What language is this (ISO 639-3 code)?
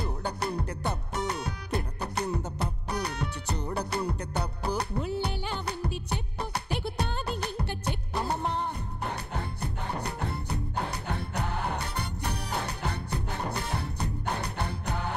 tel